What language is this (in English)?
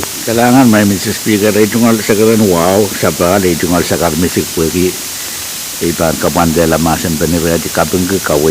Pohnpeian